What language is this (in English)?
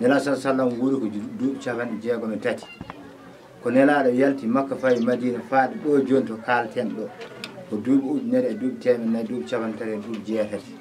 Fula